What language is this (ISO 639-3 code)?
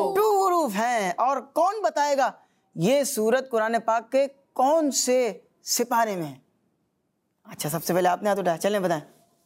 urd